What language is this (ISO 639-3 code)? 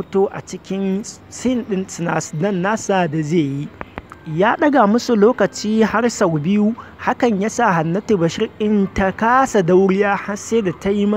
hau